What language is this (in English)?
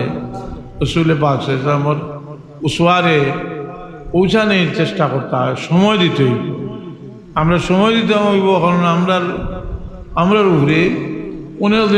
Sylheti